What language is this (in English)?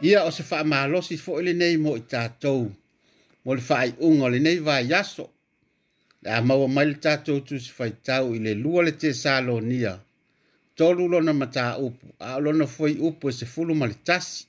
Samoan